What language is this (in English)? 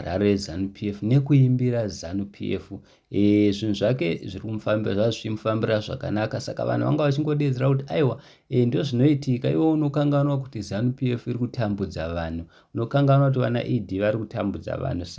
Shona